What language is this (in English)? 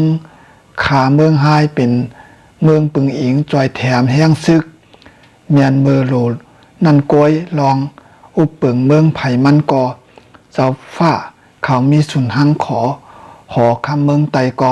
Shan